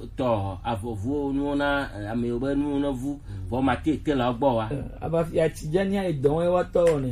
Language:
Gen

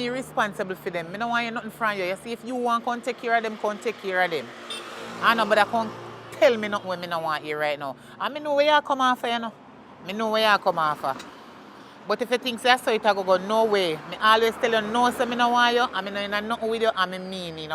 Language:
Jamaican Creole English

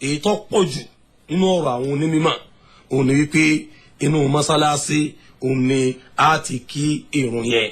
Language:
Yoruba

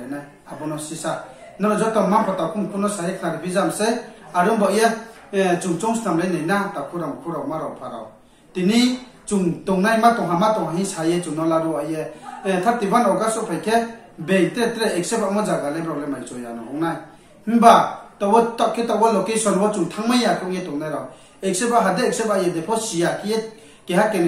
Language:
Riang (India)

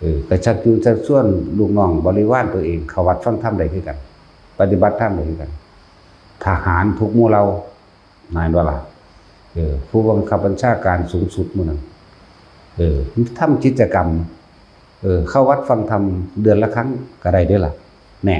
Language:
Northeastern Thai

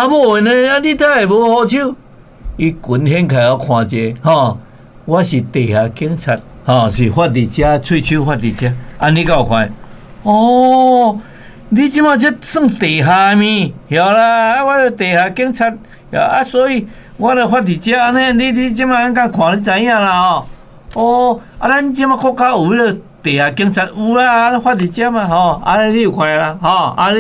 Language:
Min Nan Chinese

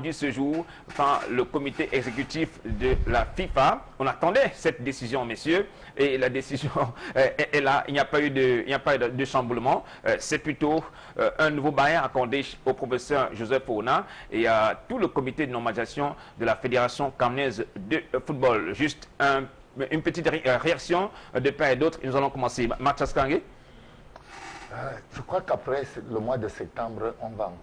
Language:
French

